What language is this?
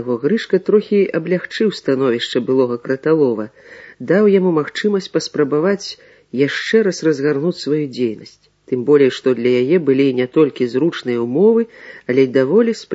Belarusian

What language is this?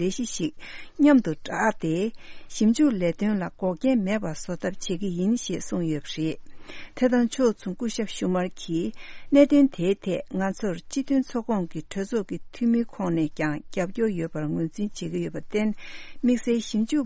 Tibetan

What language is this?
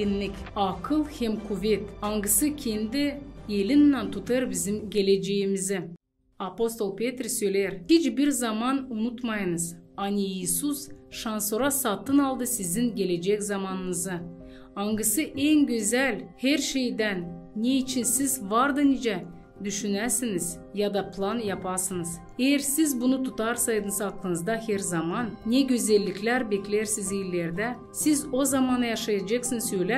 Gagauz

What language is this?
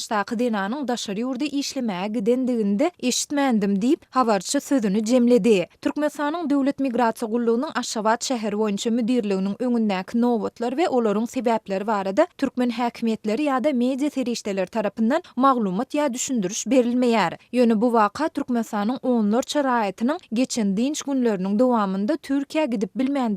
Turkmen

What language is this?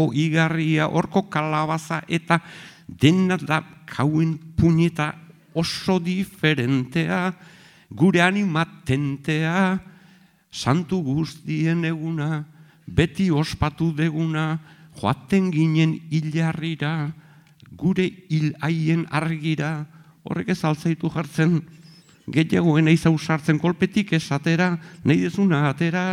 Basque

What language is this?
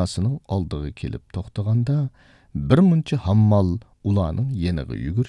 Uyghur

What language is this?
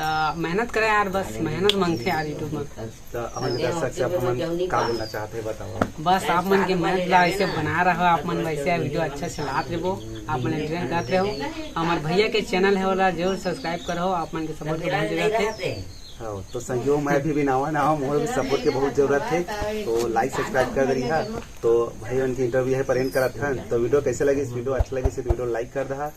Chhattisgarhi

